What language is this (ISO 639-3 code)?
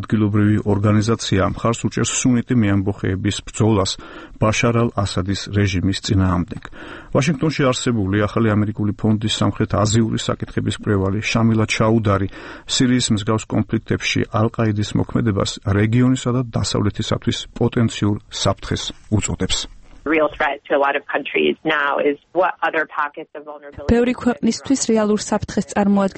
kat